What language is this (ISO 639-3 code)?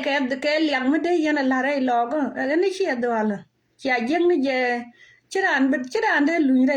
nus